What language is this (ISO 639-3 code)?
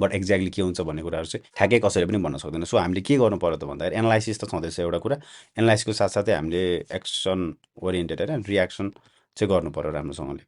nep